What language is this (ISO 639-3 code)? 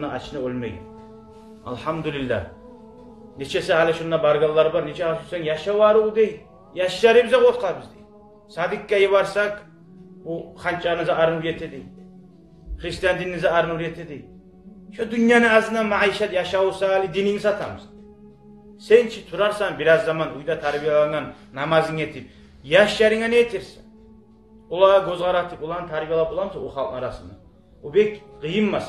kum